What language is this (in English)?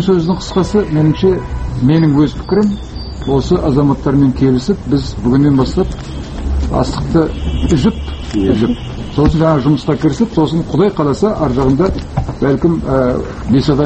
Kazakh